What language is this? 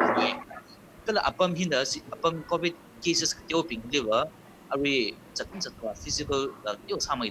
Tangkhul Naga (India)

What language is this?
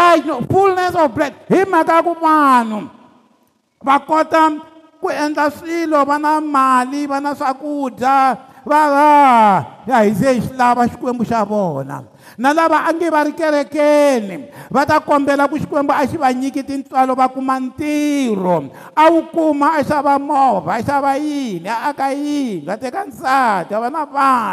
Tsonga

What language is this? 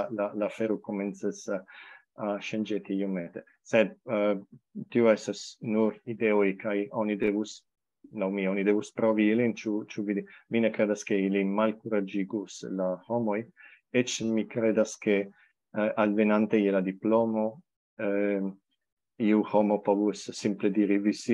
Esperanto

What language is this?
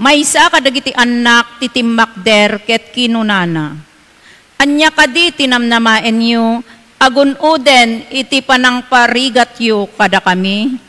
Iloko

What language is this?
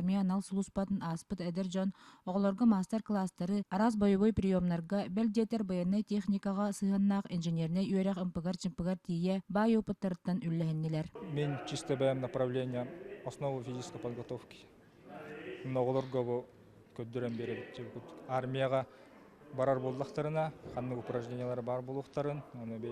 Yakut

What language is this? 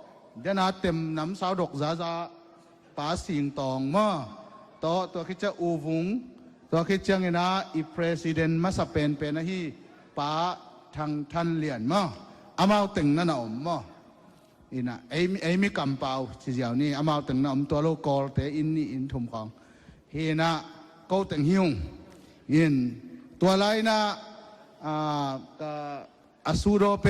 Tedim Chin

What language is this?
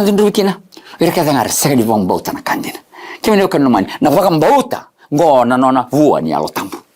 Fijian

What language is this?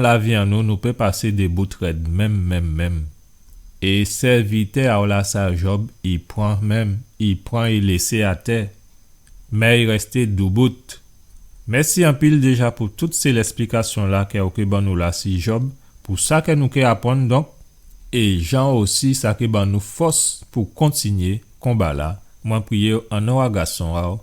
Guadeloupean Creole French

